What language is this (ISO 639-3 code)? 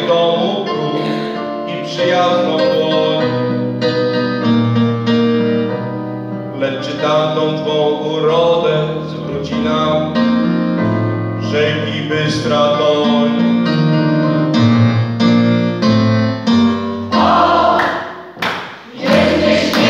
pol